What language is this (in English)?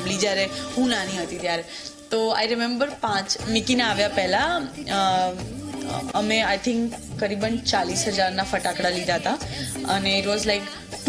Gujarati